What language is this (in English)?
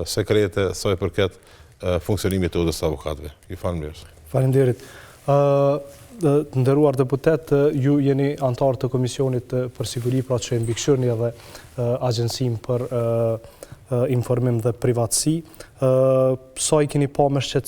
Albanian